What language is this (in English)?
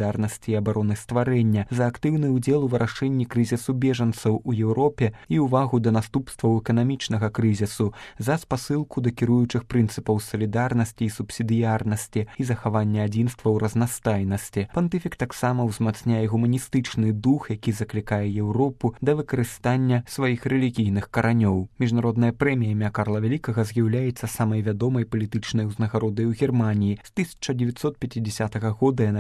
Belarusian